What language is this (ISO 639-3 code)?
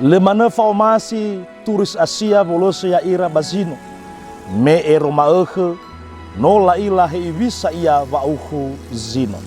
nia